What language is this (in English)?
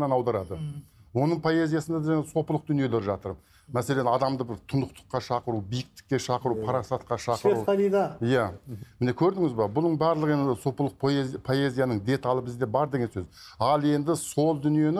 Kazakh